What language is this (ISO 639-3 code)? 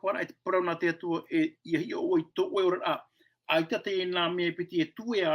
tah